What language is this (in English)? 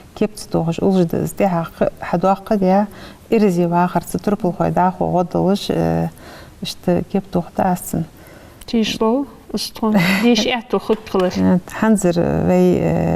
Ingush